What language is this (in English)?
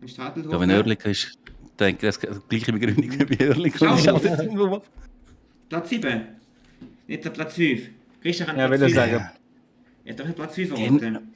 Swiss German